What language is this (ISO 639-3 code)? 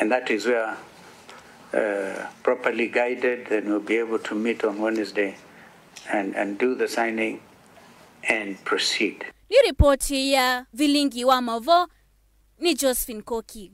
kam